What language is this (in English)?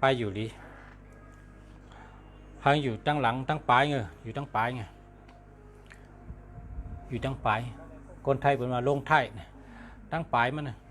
Shan